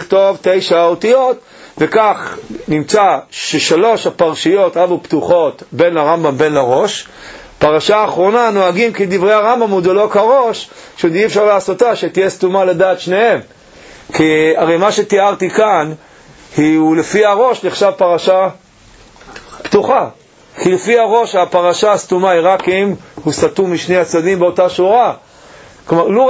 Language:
Hebrew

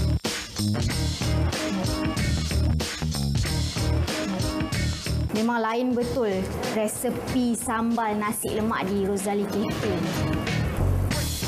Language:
Malay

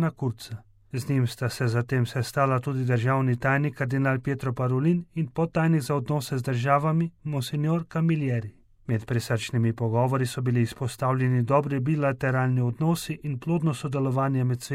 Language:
Slovenian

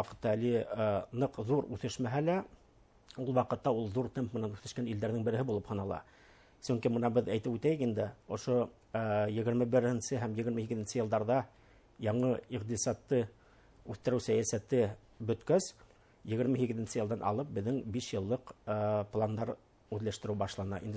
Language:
Bashkir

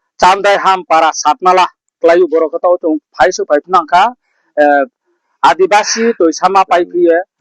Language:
Riang (India)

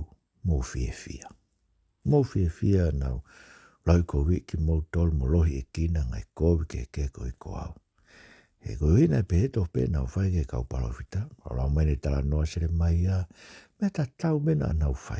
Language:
Tongan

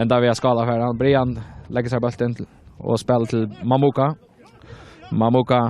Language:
Faroese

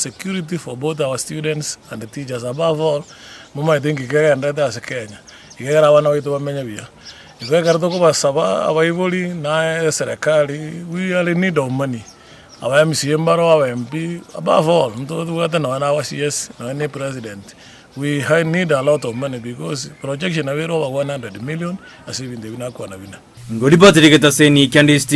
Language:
Gusii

